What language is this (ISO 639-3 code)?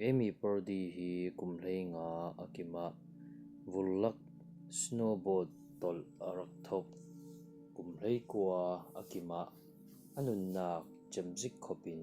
cfm